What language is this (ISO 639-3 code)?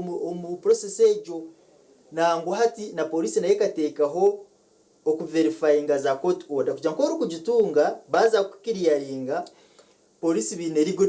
nyn